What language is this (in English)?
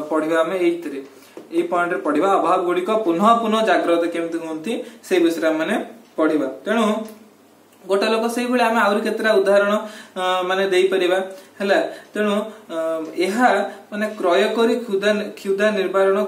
Odia